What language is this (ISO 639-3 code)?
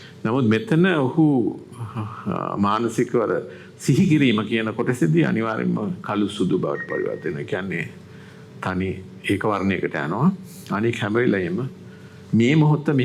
sin